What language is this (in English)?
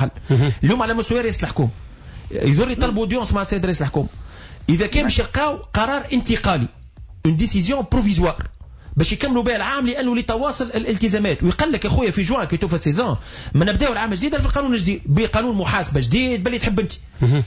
Tunisian Arabic